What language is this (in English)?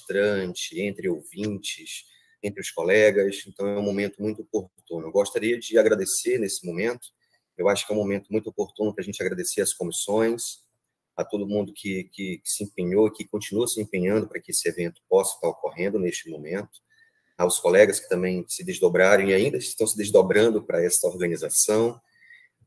Portuguese